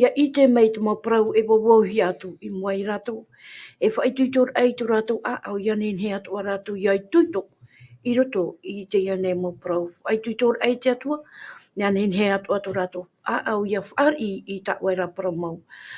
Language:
Tahitian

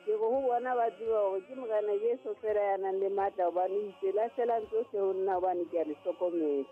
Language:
Southern Sotho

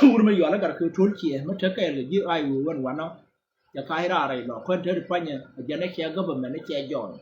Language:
Nuer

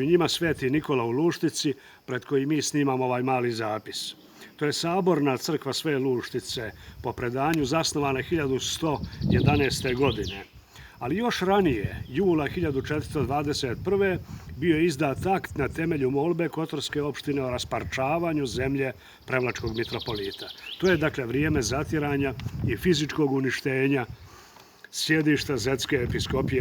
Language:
Bosnian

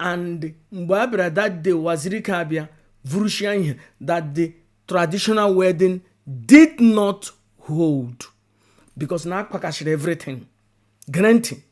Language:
Igbo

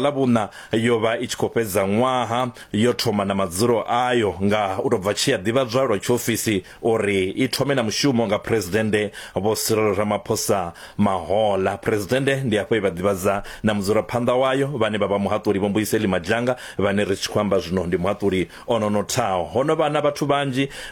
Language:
Venda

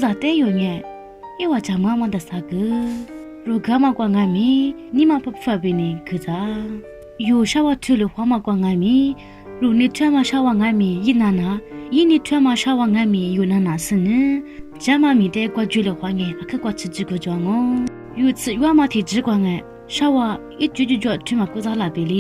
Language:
Lisu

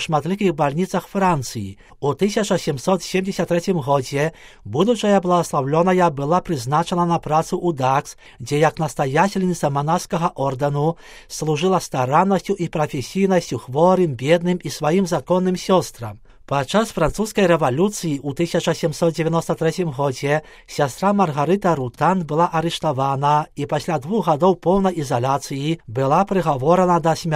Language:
Belarusian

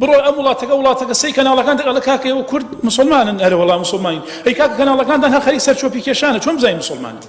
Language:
Central Kurdish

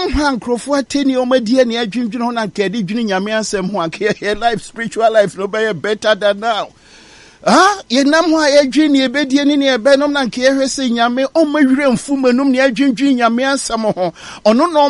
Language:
Akan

